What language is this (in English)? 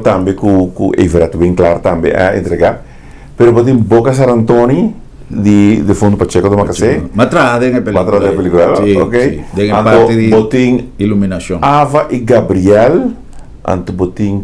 Papiamento